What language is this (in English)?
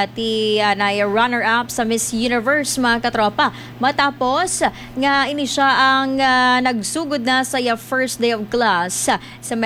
Hiligaynon